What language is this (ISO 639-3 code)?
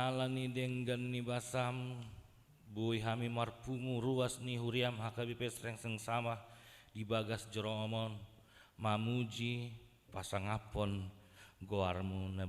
bbc